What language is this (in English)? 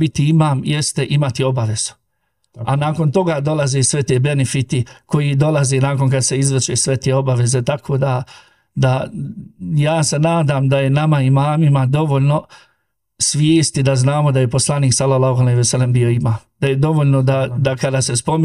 Bosnian